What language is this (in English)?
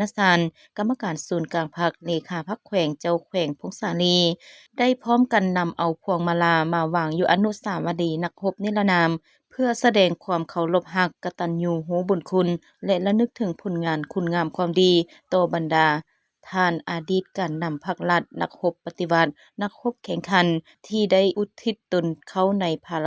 Lao